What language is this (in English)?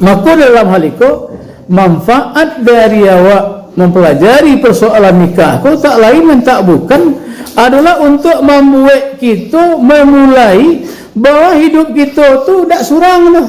Minangkabau